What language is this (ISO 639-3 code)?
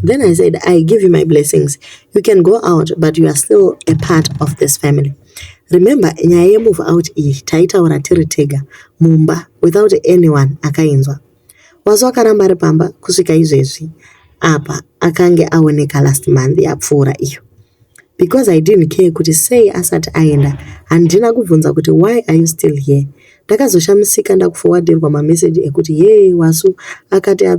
sna